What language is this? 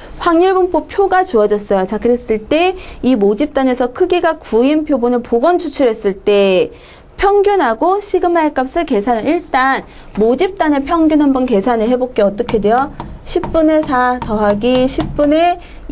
Korean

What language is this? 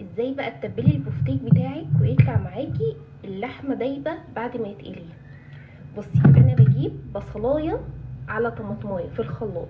Egyptian Arabic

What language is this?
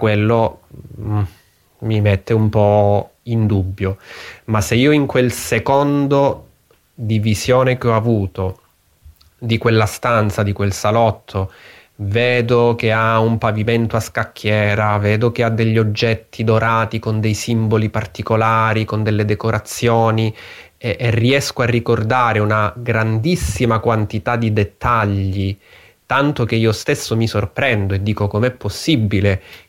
Italian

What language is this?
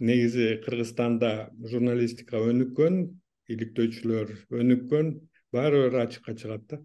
Kyrgyz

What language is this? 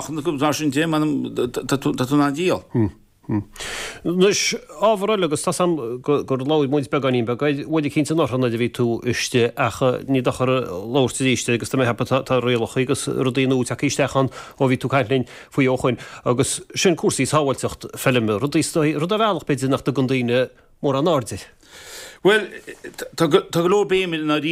Irish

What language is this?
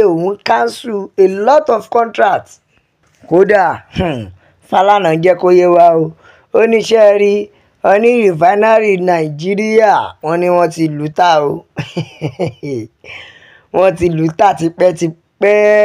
Yoruba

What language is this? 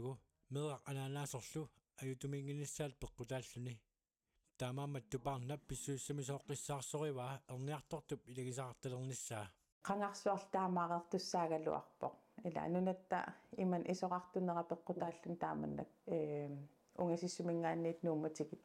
Kalaallisut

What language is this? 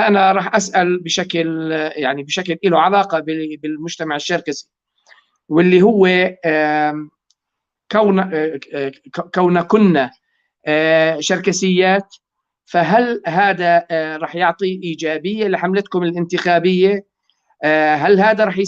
North Levantine Arabic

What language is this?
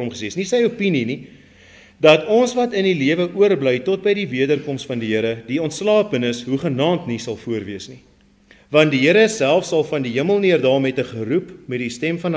Afrikaans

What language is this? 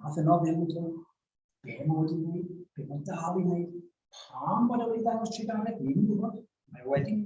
Welsh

